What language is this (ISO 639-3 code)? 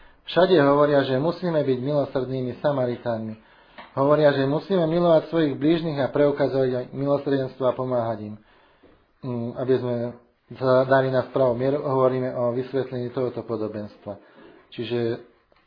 slk